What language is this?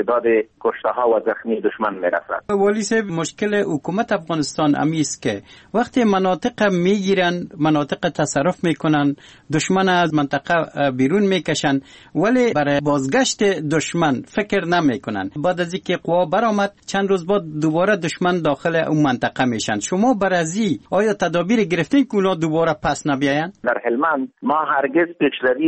Persian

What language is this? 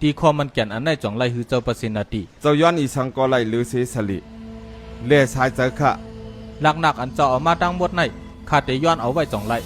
Shan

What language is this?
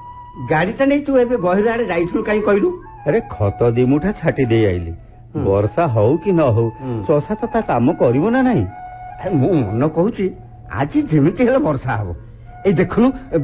Odia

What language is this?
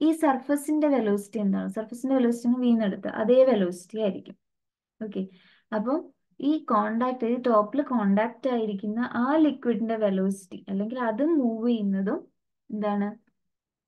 Malayalam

